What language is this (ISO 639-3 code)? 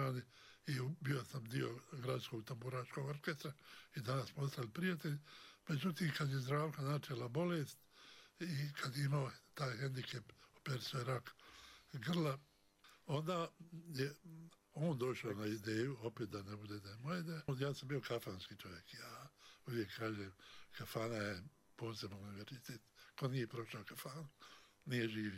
bos